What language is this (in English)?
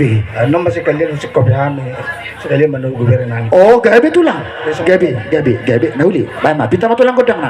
Batak Toba